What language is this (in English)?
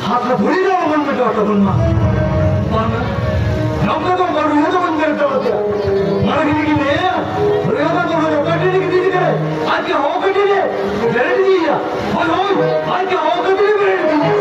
Santali